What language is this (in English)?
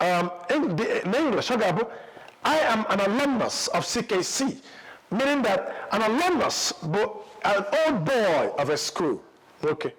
Igbo